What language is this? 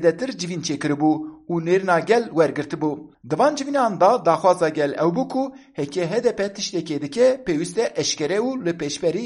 Kurdish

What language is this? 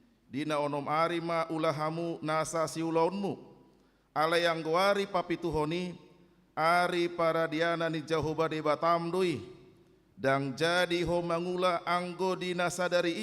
Batak Toba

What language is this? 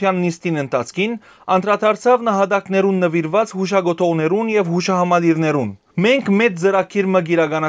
Western Armenian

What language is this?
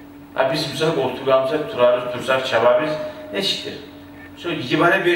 Kumyk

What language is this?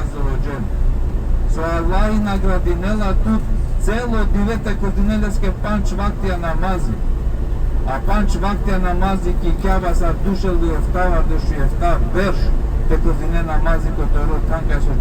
Balkan Romani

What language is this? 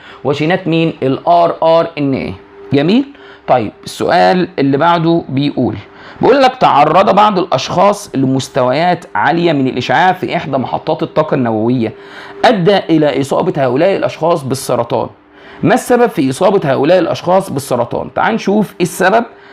Egyptian Arabic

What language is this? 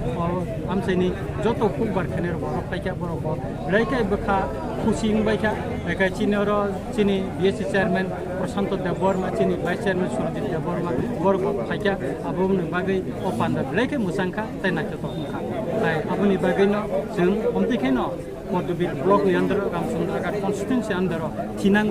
Kok Borok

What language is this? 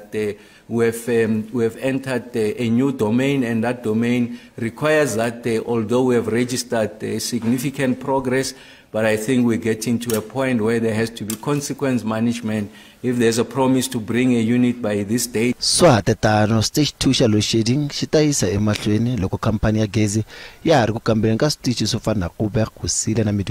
Tsonga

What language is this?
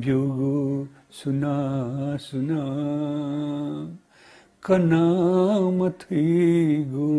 Newari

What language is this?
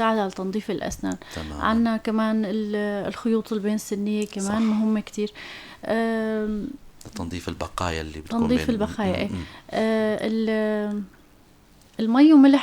North Levantine Arabic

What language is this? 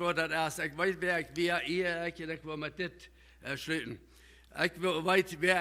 Plautdietsch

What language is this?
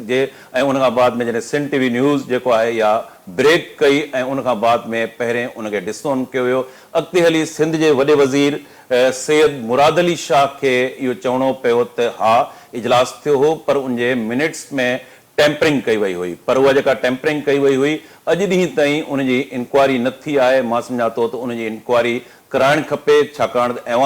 Sindhi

